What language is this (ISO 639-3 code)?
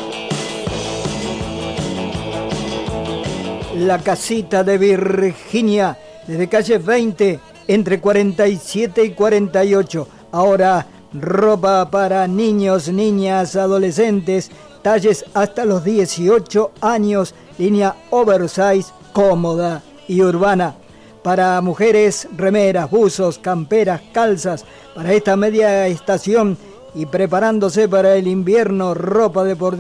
spa